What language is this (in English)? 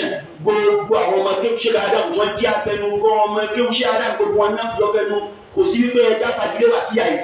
Yoruba